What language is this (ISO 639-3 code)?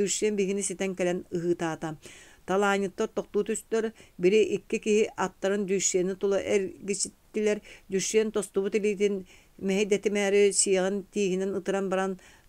sah